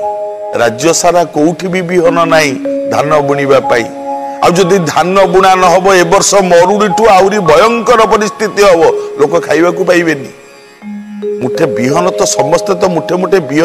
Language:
Odia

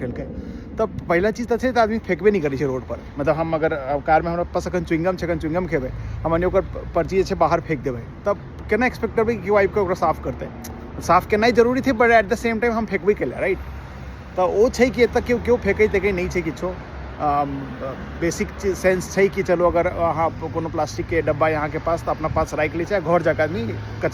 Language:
Maithili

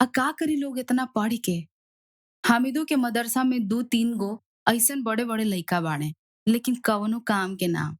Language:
Bhojpuri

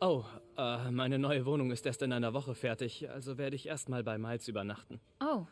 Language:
Bavarian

